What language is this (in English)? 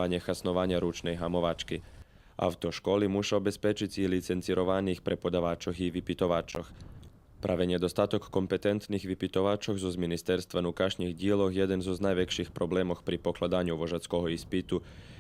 Rusyn